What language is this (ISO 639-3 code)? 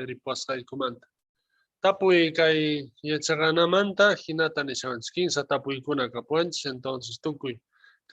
quh